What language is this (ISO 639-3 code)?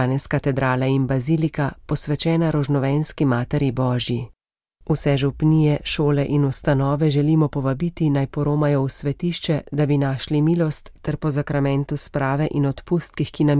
slv